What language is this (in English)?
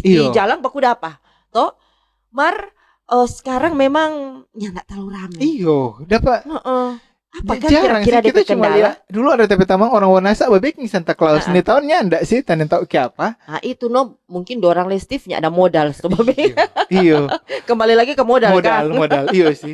Manado Malay